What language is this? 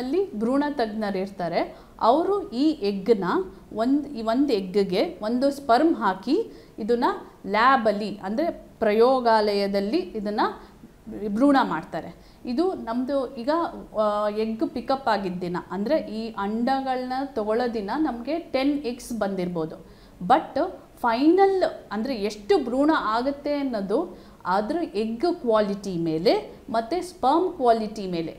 Kannada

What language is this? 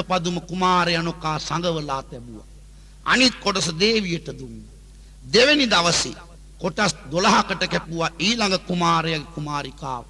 Sinhala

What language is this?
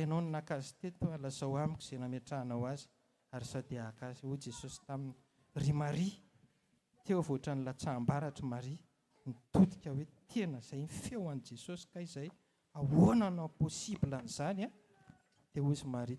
Malagasy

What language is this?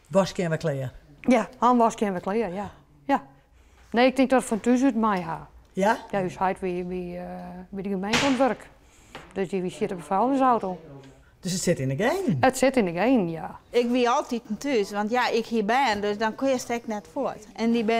Western Frisian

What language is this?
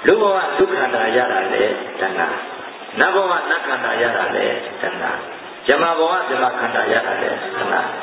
Burmese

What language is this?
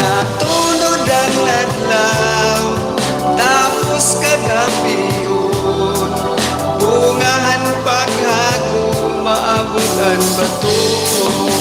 Waray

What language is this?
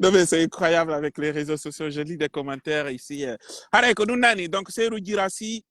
Pular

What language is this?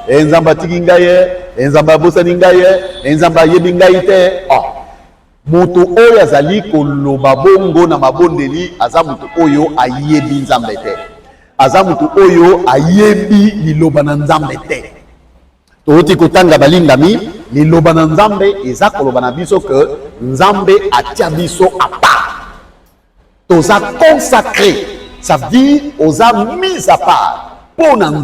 Lingala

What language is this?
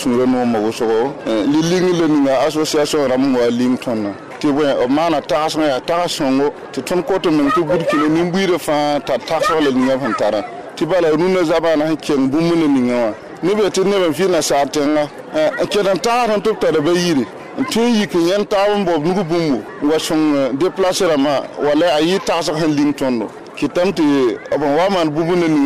Mossi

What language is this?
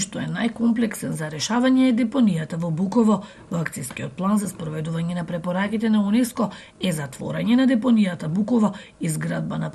Macedonian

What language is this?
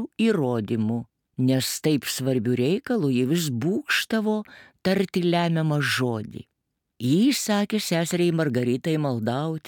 Lithuanian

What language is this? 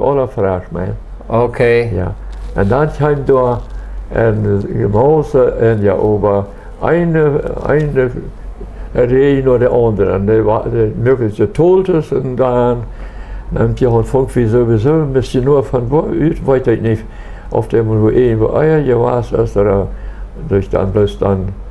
Plautdietsch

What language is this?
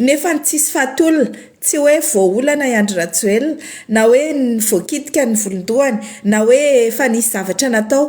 Malagasy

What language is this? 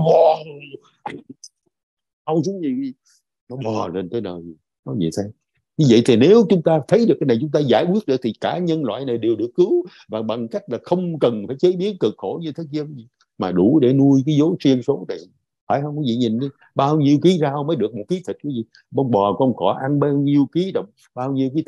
Vietnamese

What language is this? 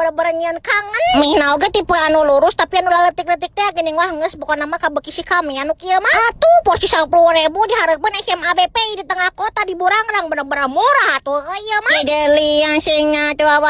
Sundanese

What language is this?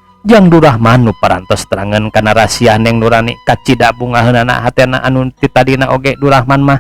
Sundanese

